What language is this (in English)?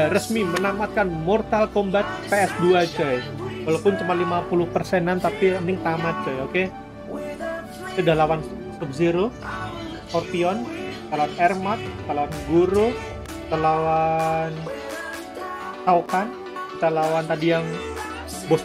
Indonesian